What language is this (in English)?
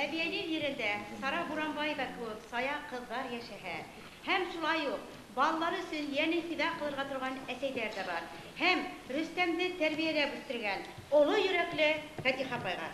Bashkir